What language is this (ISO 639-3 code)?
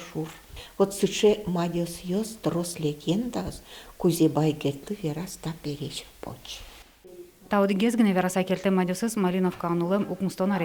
udm